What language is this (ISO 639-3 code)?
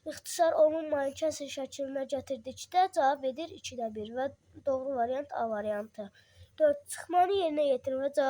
aze